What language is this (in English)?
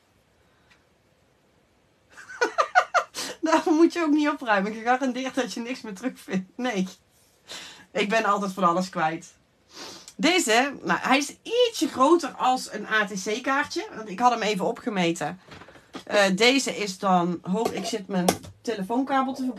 Dutch